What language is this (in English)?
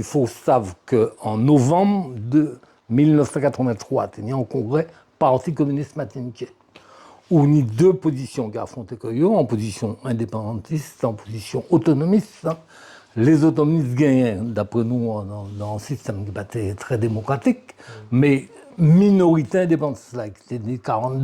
Guadeloupean Creole French